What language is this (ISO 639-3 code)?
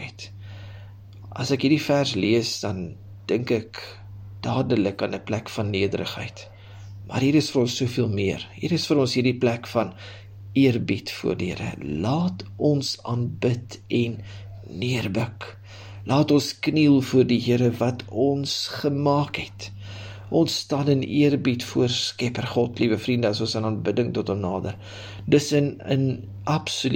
afr